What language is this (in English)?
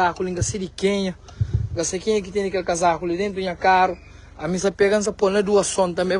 Kabuverdianu